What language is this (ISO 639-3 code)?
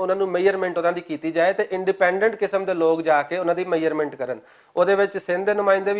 lah